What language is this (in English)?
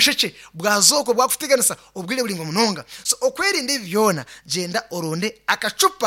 Nyankole